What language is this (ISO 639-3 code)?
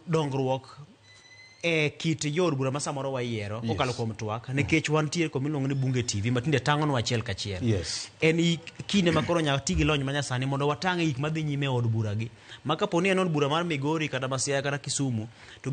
luo